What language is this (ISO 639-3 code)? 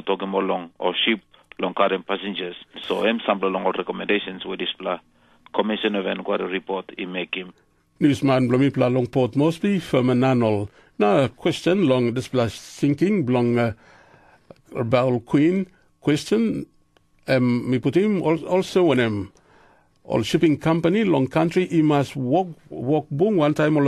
tpi